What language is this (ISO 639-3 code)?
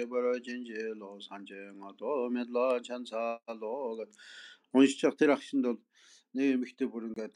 mon